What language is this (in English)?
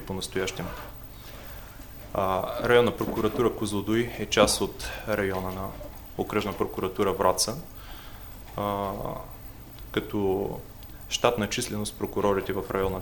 Bulgarian